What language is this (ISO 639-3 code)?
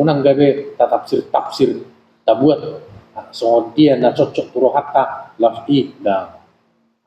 bbc